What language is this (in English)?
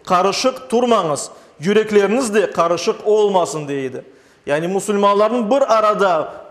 Crimean Tatar